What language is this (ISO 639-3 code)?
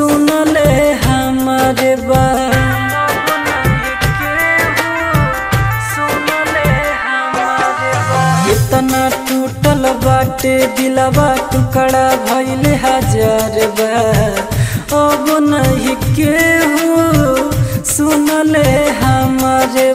bho